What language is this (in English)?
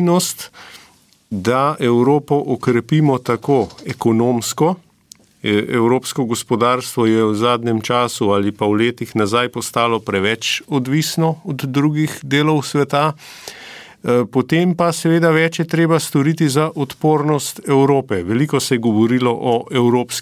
Slovenian